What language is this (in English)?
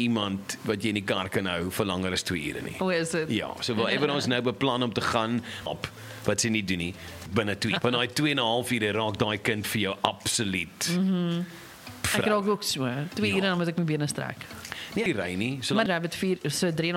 Afrikaans